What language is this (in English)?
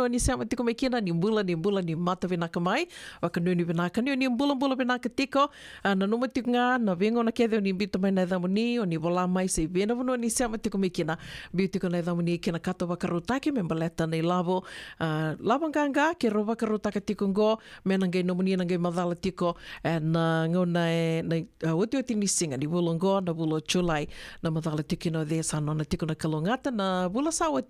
Fijian